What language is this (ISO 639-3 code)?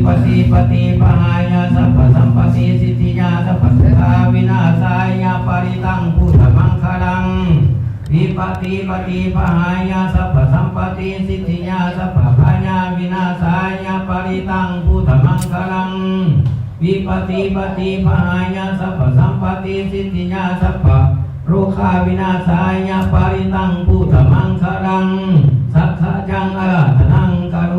pli